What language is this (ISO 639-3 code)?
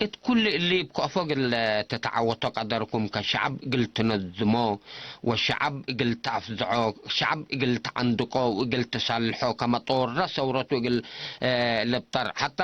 tig